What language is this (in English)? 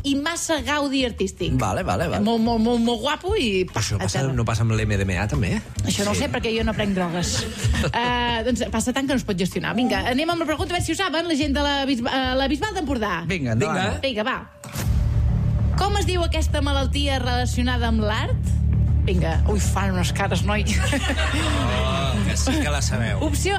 Catalan